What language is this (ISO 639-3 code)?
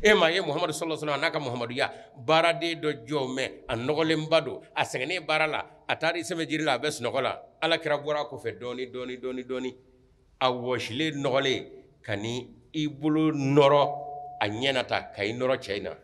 bam